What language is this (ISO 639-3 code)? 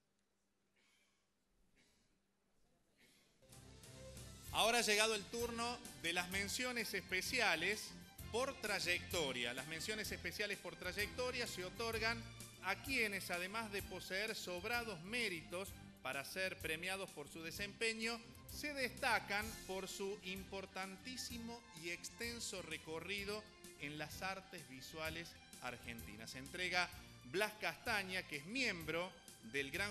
spa